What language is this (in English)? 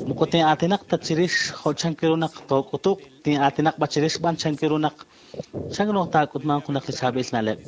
Kekchí